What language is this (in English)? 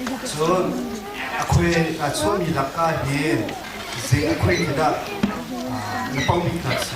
Hakha Chin